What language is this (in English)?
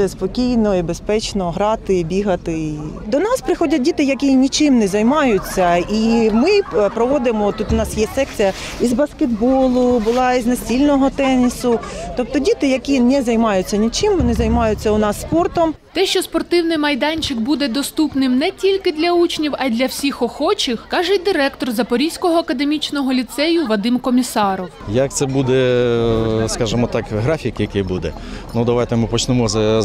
Ukrainian